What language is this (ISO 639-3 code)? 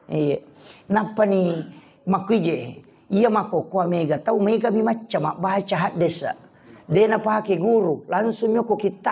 bug